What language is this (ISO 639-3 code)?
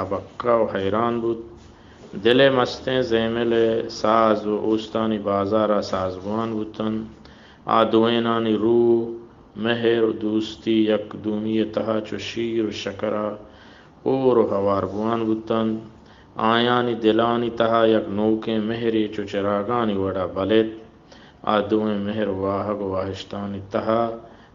bal